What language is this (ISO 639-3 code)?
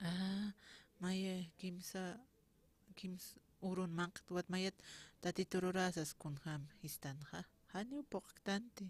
aym